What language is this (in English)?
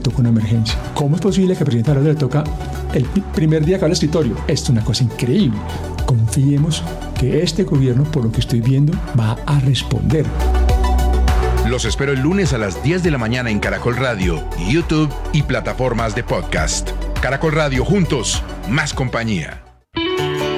Spanish